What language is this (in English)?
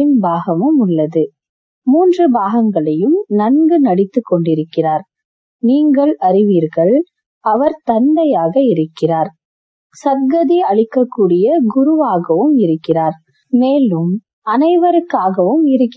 Tamil